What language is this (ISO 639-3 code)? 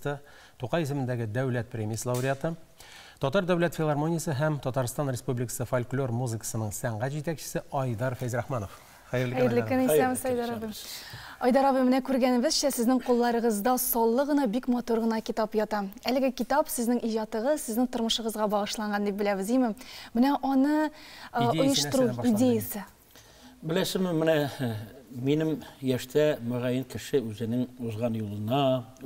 tat